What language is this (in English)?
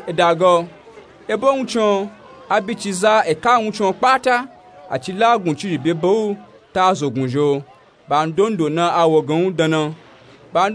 Nupe-Nupe-Tako